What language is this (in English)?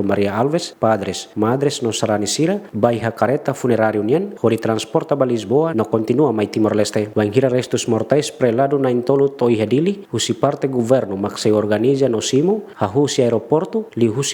Tetum